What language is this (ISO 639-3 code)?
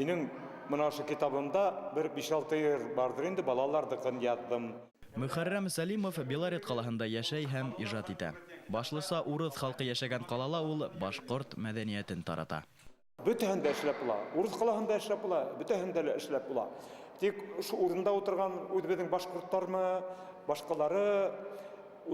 bak